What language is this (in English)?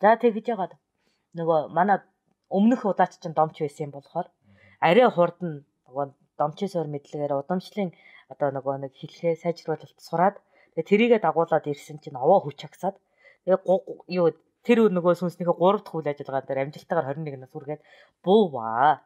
Mongolian